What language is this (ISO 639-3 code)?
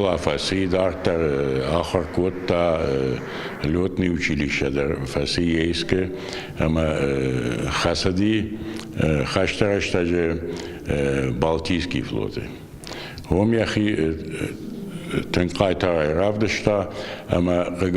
oss